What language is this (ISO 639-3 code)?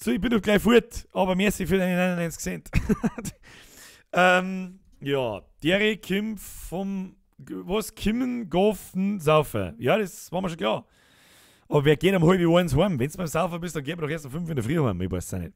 bar